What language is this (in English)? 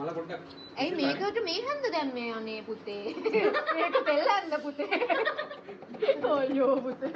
Sinhala